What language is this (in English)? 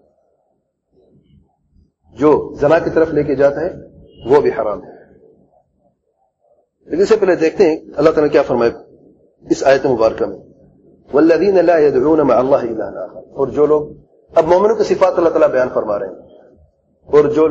Urdu